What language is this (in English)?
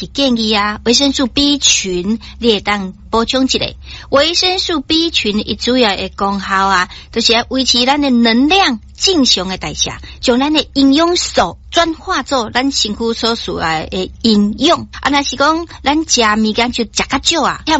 Min Nan Chinese